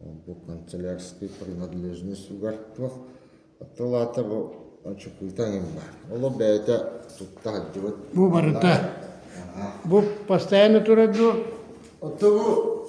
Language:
Yakut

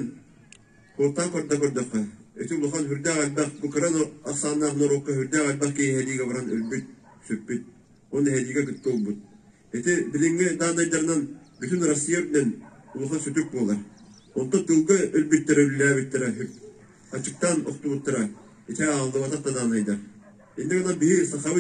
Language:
Yakut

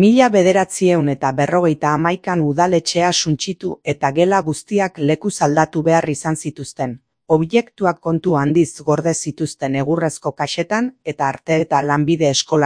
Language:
Basque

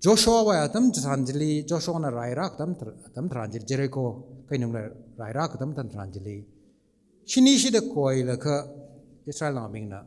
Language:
Tangkhul Naga (India)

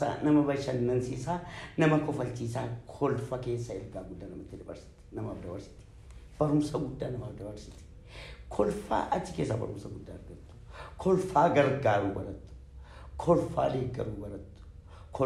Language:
Oromo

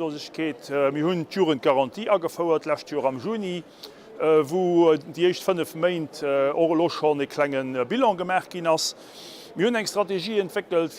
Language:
Luxembourgish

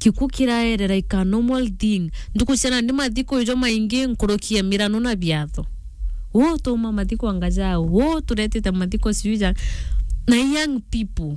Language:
Meru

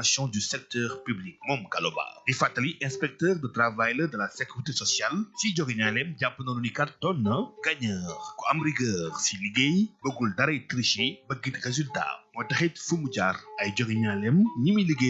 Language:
Wolof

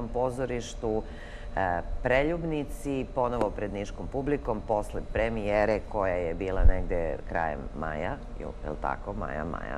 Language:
Serbian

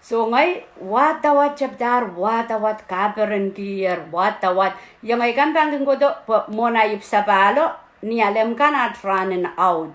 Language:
Pohnpeian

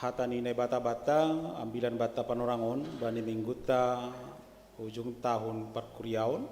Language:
Batak Simalungun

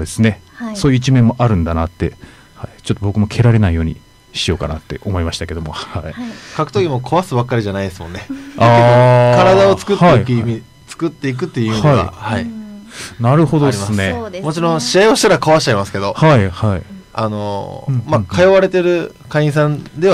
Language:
Japanese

